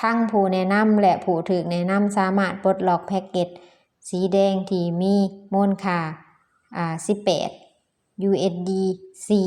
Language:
Lao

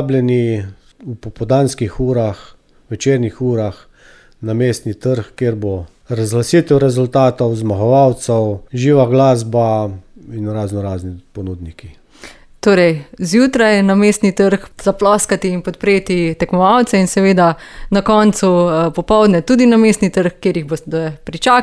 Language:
Slovenian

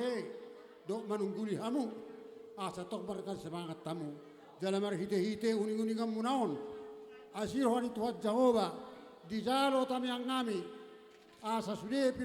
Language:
Batak Toba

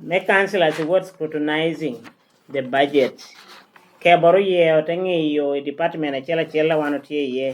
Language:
Lango (Uganda)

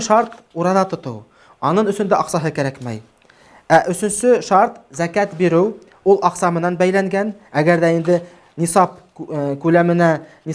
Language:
Bashkir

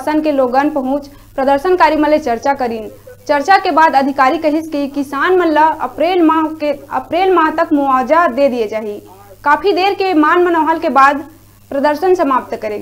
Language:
Chhattisgarhi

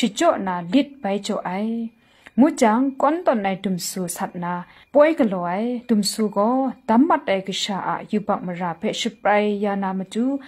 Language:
Kachin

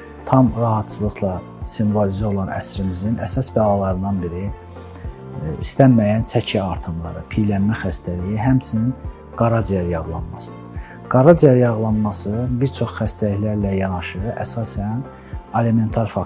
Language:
Azerbaijani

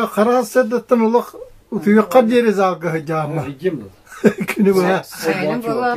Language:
Yakut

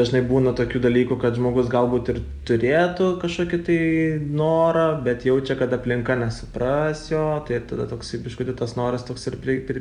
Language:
Lithuanian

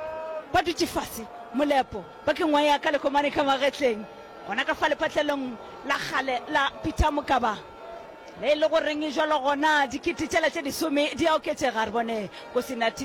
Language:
Northern Sotho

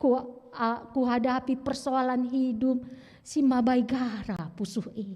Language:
Batak Karo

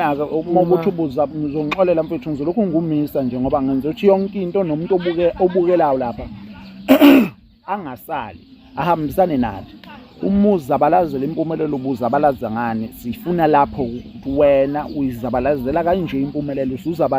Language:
Zulu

